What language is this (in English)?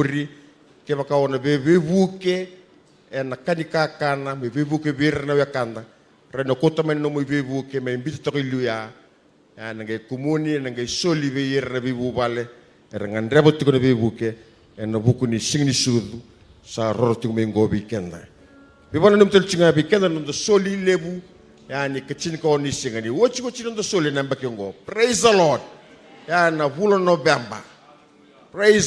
Fijian